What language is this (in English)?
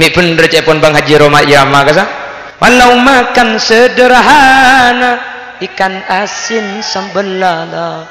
Madurese